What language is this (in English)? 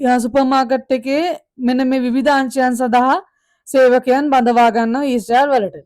Sinhala